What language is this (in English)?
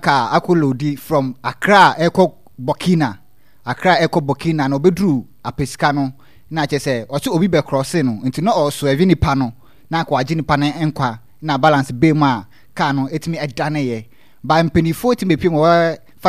Akan